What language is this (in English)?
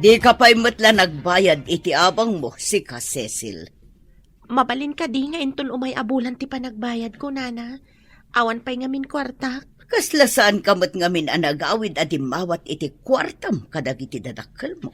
Iloko